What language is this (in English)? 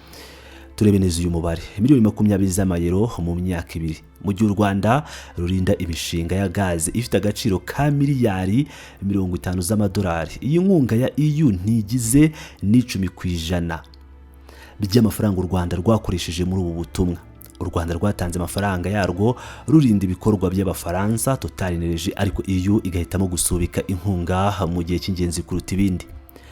Kinyarwanda